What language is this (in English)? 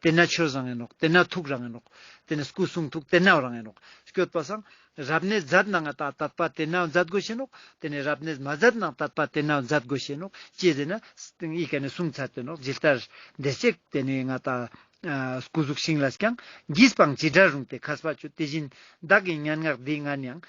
Ladakhi